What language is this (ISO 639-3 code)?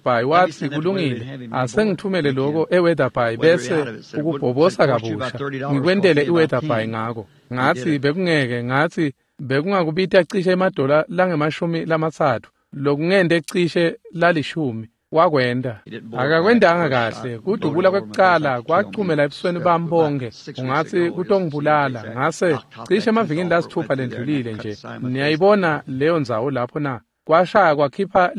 ssw